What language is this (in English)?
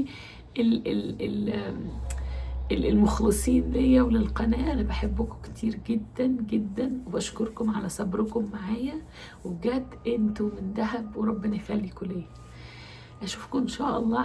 Egyptian Arabic